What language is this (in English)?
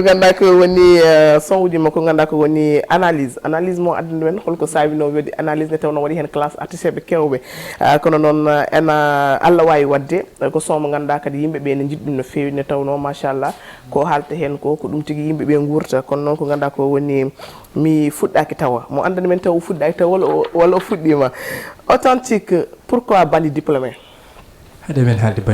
Fula